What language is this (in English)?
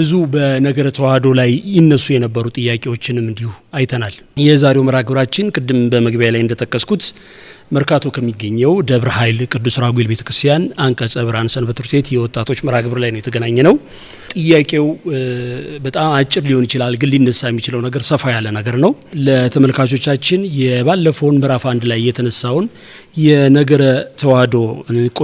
Amharic